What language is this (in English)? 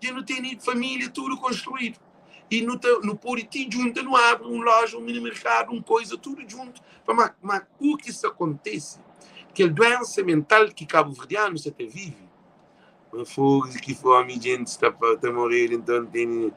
Kabuverdianu